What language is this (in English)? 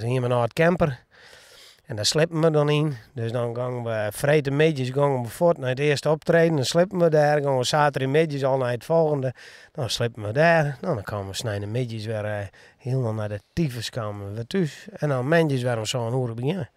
Western Frisian